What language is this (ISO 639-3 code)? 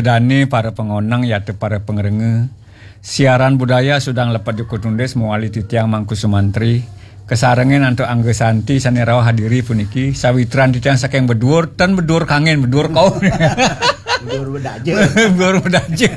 ban